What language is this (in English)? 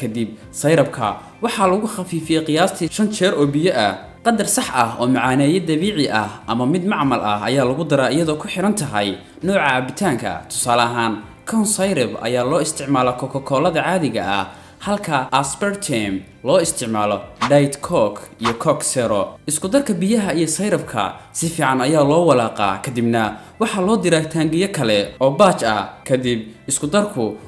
Somali